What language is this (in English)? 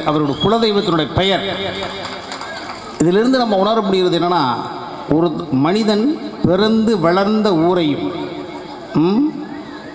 Tamil